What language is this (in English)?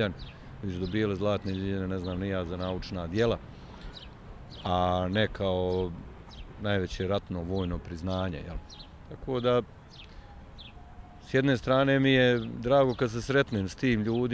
Bosnian